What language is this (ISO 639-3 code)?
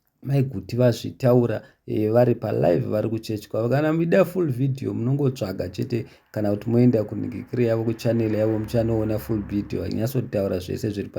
sna